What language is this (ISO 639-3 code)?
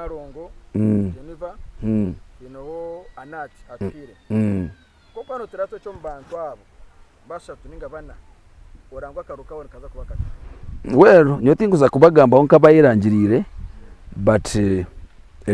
nyn